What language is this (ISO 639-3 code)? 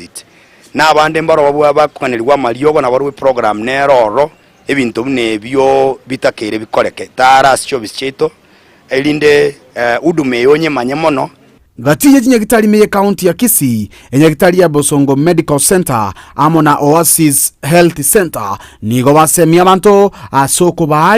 guz